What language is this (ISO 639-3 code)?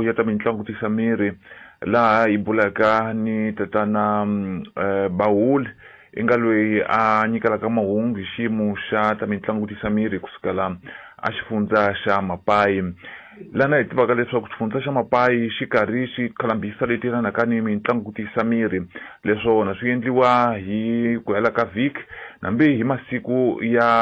tso